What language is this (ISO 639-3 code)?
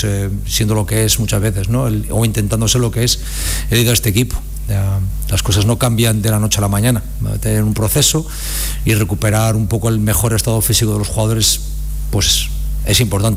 spa